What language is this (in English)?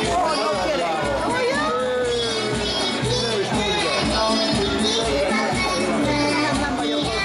Hungarian